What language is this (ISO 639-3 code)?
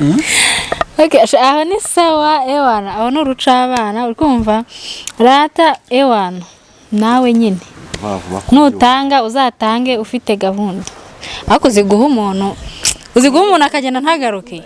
kin